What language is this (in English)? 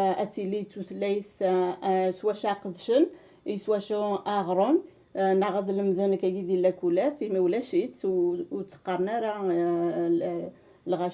Kabyle